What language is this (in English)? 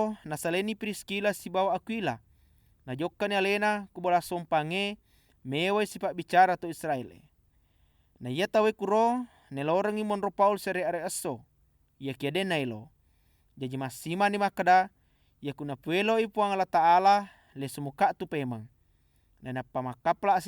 Buginese